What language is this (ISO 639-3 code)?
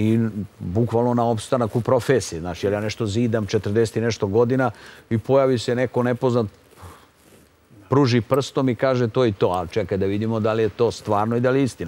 srp